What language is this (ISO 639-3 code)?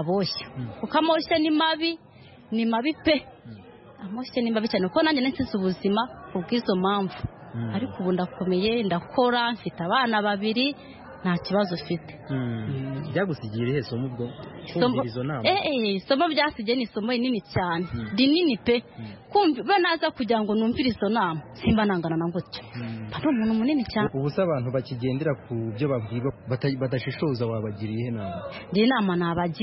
kin